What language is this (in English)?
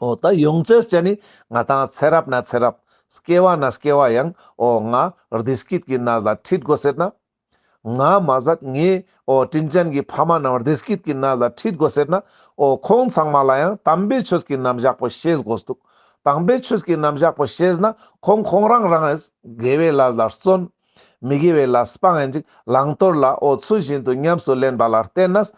Ladakhi